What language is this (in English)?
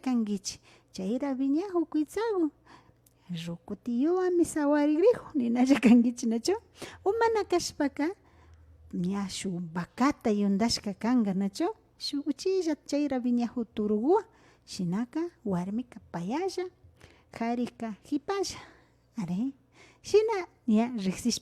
Imbabura Highland Quichua